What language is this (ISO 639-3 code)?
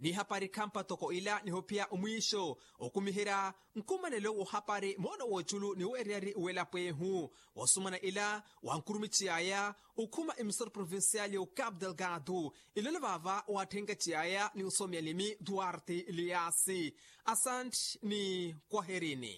vmw